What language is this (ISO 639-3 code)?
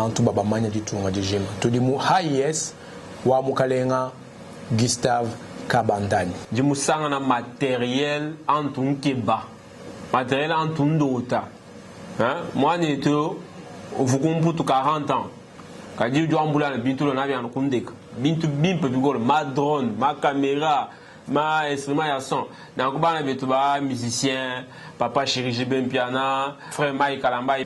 lua